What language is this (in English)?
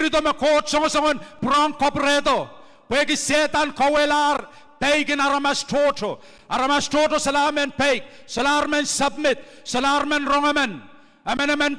Pohnpeian